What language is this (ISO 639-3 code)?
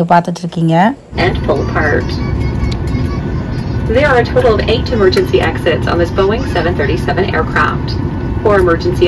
tam